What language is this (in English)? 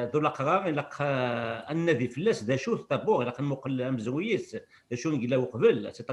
Kabyle